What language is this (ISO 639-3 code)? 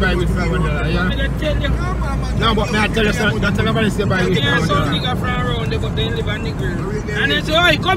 jam